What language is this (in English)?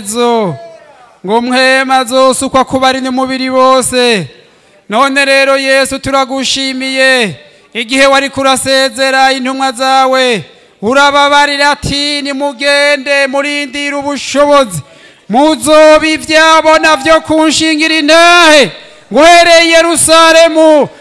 Rundi